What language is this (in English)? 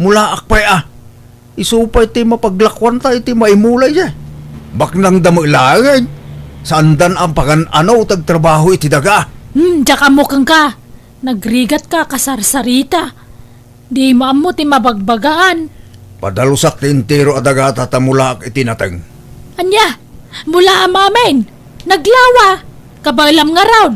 Iloko